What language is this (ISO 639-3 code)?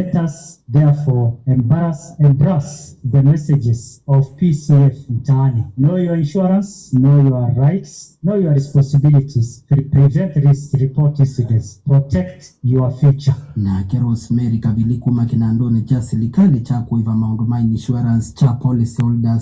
kam